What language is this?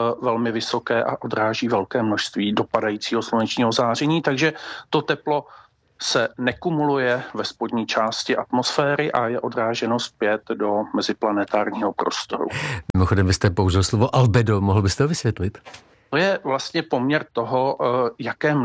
Czech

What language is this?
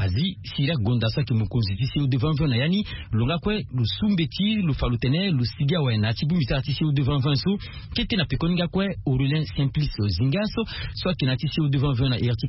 Sango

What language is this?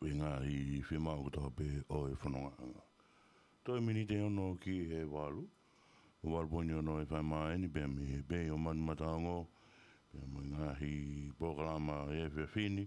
Tongan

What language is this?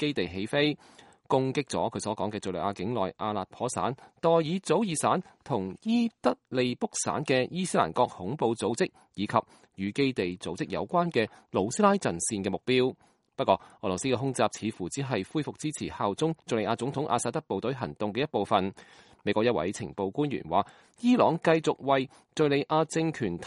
Cantonese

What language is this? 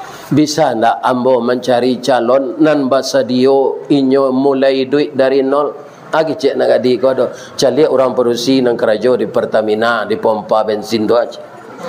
Minangkabau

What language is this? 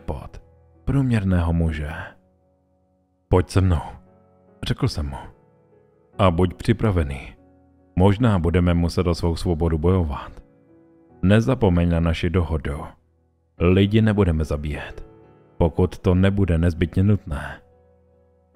Czech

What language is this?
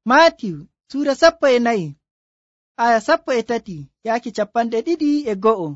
Nigerian Fulfulde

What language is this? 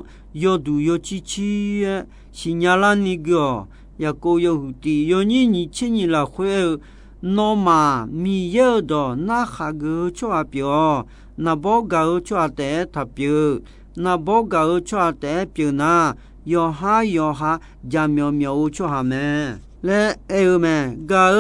Akha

